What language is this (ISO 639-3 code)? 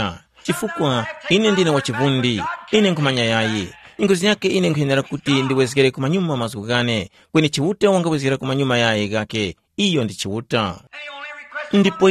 tum